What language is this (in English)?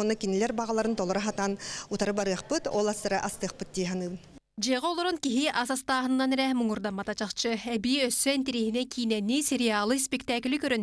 Yakut